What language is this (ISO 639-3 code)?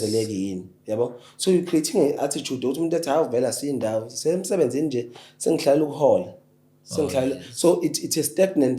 zul